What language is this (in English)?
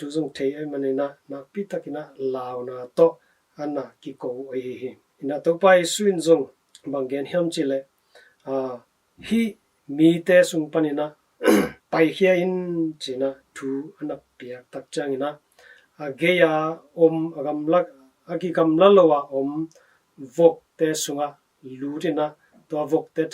Tedim Chin